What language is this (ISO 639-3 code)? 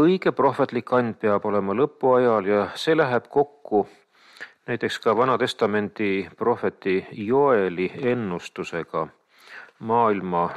est